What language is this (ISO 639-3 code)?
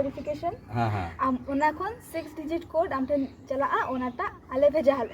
sat